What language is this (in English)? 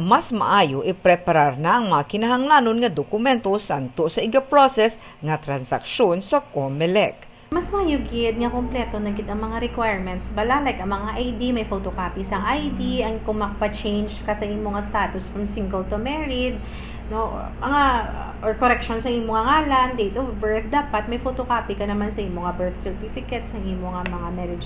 Hiligaynon